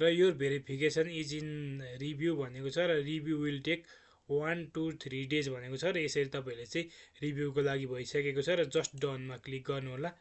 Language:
Nepali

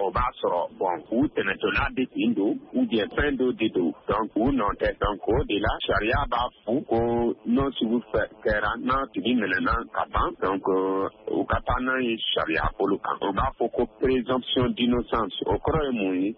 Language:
Bambara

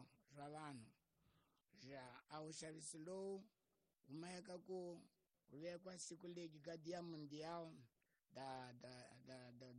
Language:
Tsonga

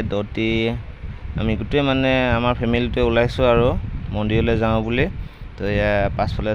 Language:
Assamese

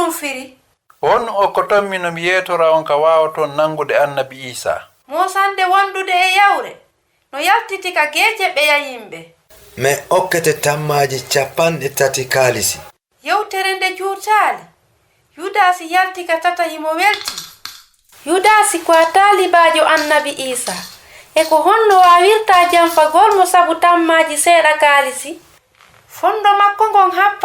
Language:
Fula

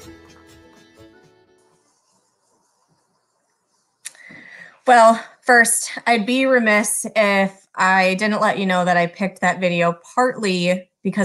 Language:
English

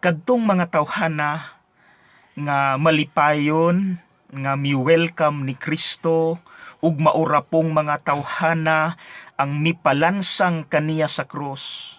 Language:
Cebuano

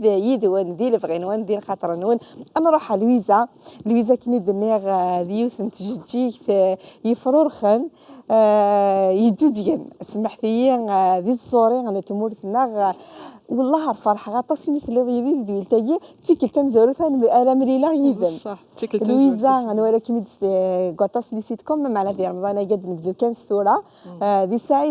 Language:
Kabyle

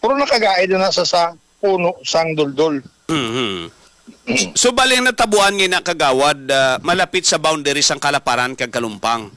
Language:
Hiligaynon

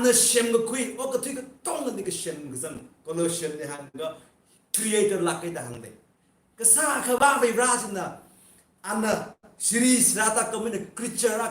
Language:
Tangkhul Naga (India)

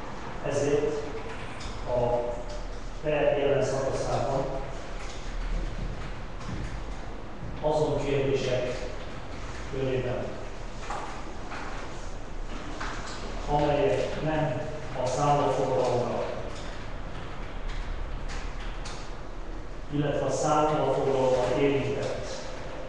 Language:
Hungarian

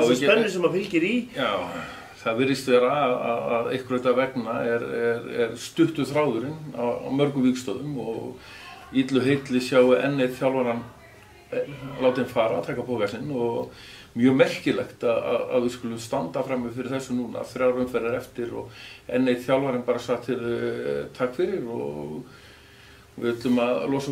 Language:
Icelandic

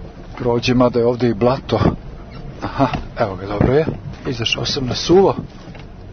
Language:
Serbian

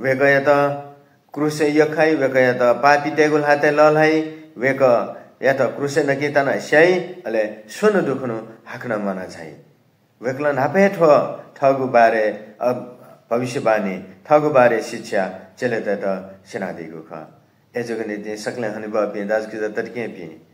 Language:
Newari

